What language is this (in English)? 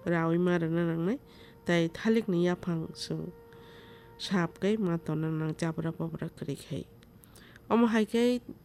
Kok Borok